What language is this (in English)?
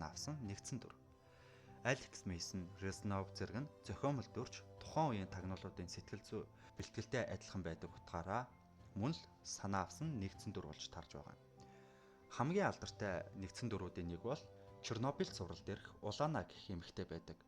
Mongolian